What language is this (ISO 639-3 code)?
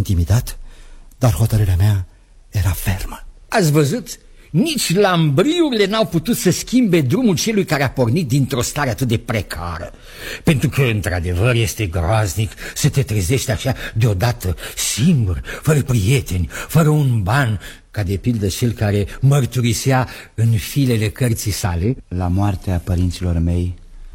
ron